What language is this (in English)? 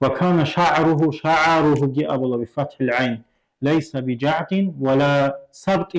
Avaric